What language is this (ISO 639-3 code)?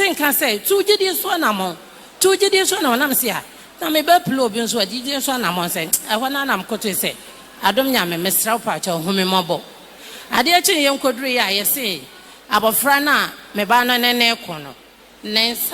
aka